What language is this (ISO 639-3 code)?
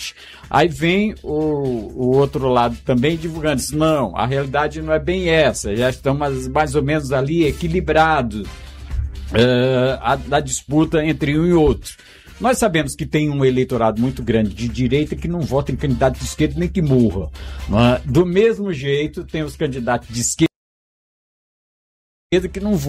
por